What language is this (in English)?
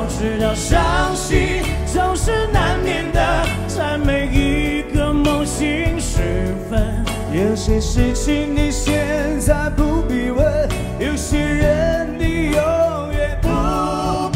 Chinese